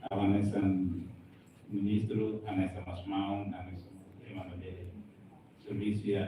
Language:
Tetum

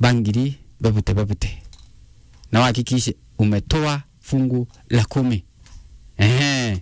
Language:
Meru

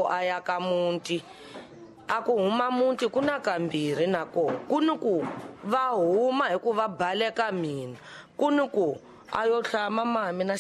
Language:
Tsonga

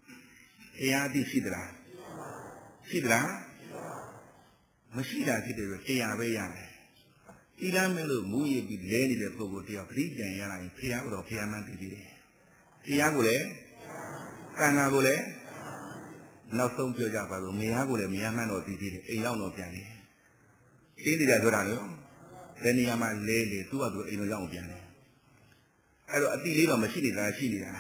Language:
Burmese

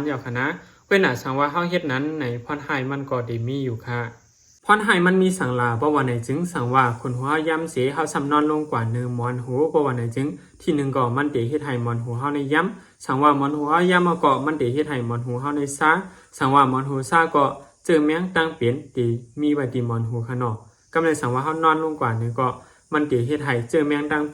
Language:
Shan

